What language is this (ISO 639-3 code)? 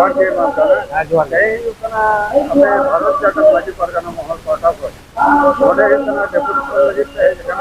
sat